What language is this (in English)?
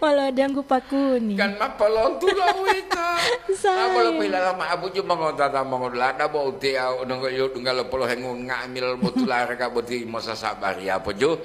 Gorontalo